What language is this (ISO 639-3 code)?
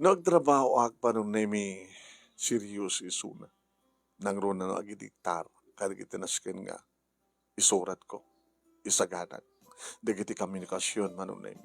ilo